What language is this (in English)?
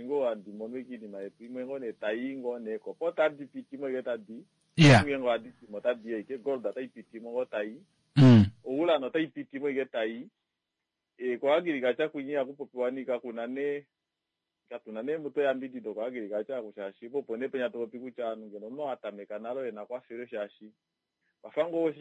Kuanyama